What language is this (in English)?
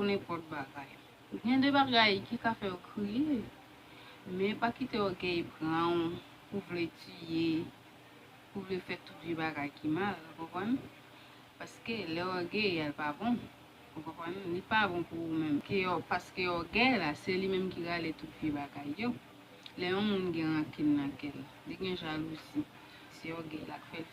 Haitian Creole